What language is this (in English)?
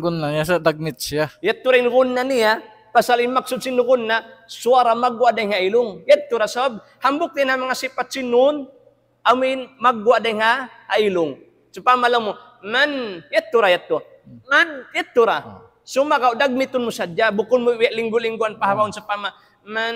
Tausug